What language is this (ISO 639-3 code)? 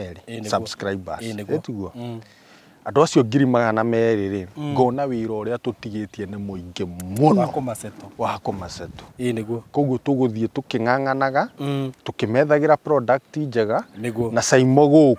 kik